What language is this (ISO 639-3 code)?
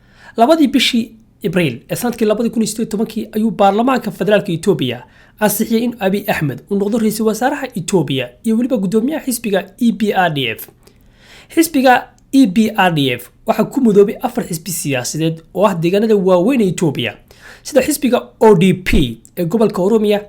som